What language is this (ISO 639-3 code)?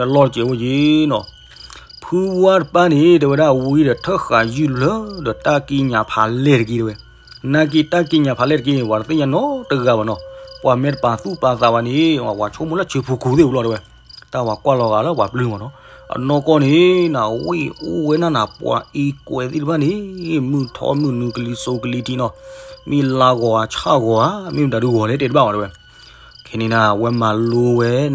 ksw